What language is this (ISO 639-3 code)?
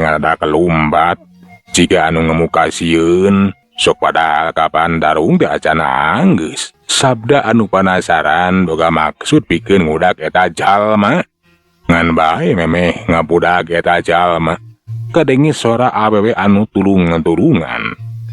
sun